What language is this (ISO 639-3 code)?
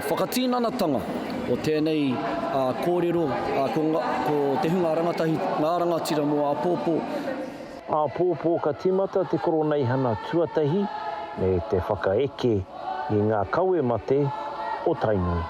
mri